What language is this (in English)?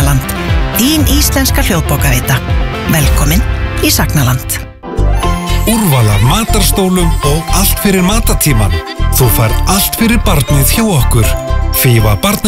Icelandic